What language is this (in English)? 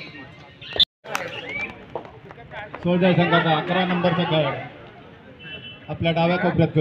Marathi